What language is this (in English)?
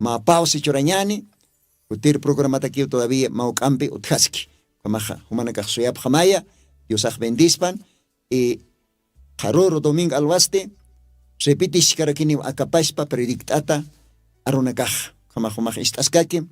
Aymara